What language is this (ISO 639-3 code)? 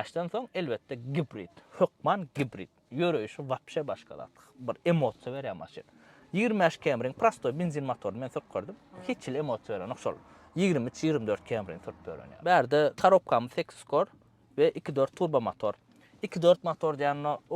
tuk